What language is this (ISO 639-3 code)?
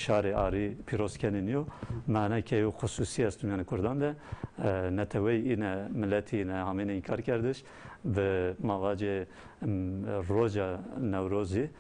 zza